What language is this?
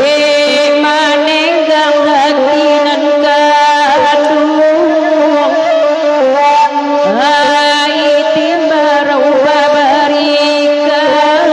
Minangkabau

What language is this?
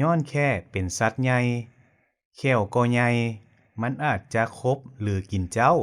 Lao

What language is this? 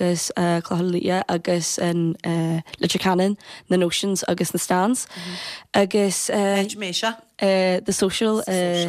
Irish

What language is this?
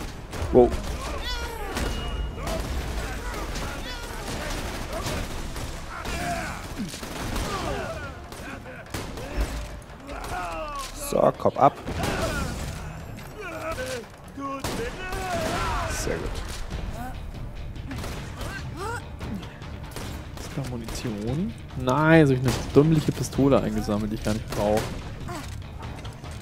German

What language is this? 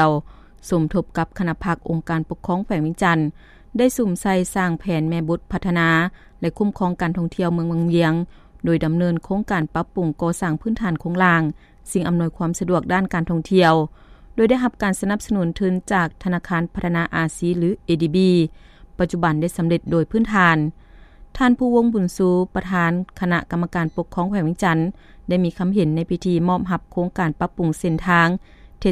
Lao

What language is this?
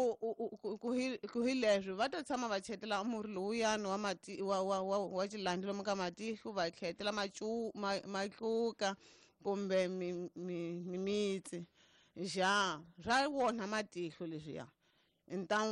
Tsonga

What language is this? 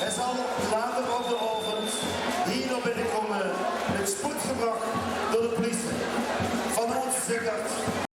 Limburgish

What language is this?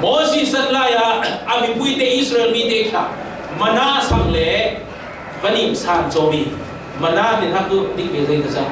Falam Chin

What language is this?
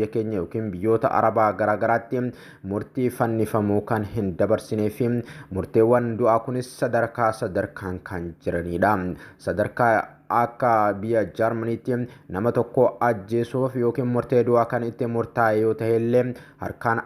Oromo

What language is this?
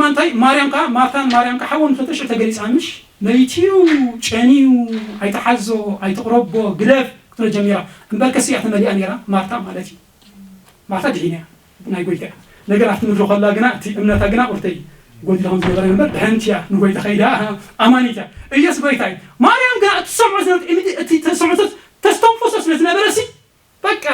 Tigrinya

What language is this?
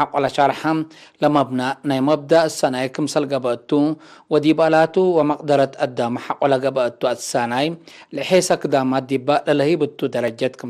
Tigre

